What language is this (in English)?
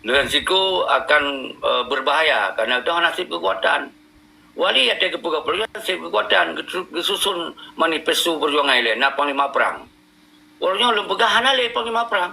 Achinese